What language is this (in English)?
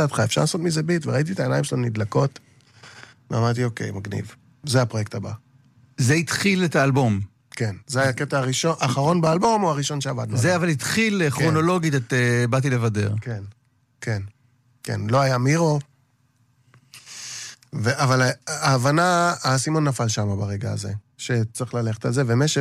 Hebrew